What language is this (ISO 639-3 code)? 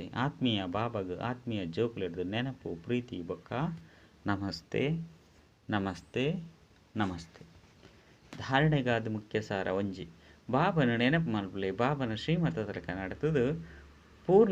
tcy